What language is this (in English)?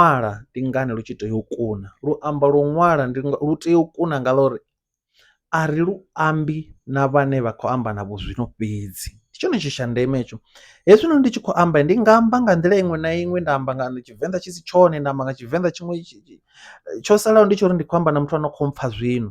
Venda